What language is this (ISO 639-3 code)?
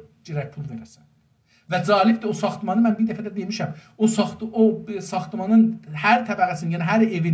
azb